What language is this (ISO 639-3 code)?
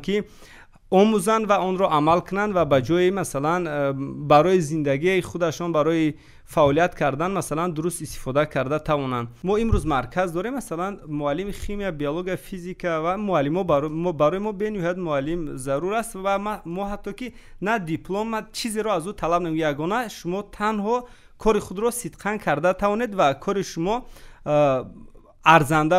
tgk